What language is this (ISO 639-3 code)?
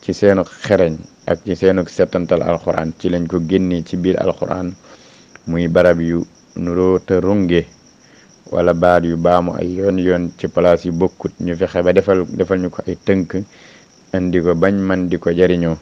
wol